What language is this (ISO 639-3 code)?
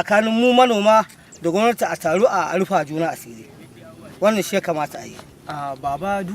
hau